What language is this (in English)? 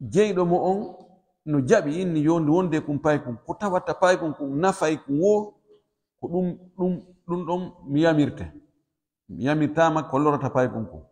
Pular